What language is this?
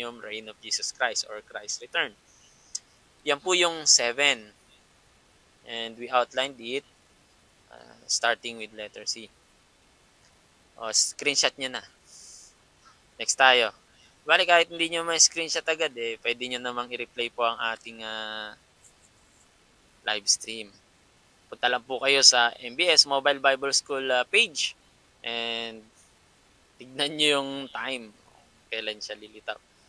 Filipino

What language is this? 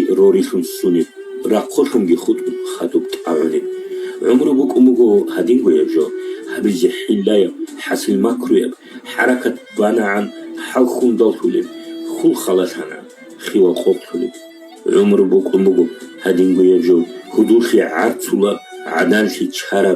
Avaric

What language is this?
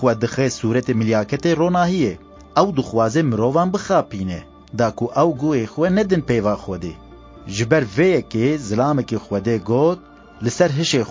Kurdish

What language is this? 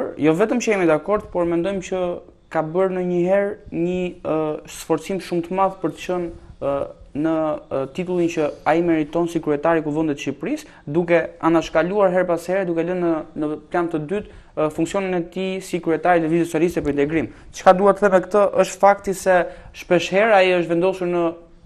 Albanian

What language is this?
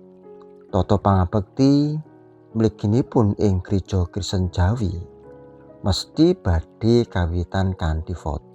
Javanese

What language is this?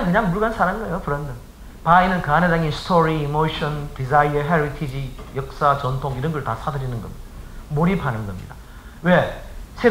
Korean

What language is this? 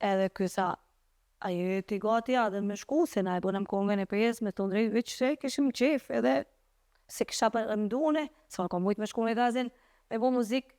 Albanian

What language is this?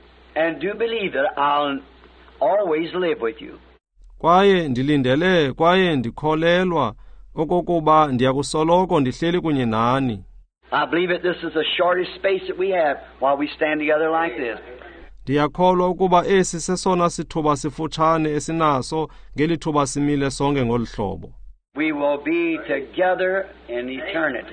Xhosa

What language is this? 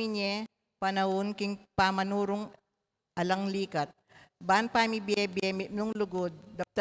Pampanga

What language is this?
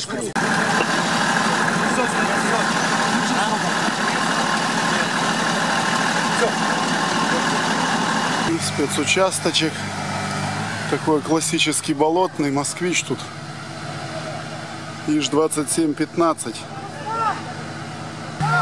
Russian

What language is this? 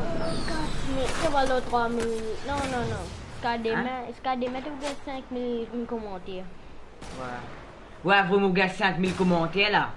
Morisyen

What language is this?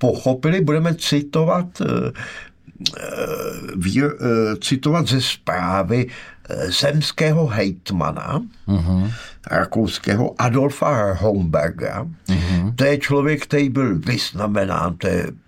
Czech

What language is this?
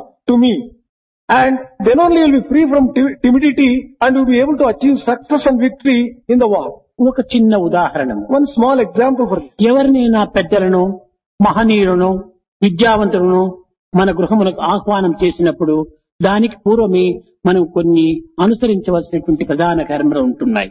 Telugu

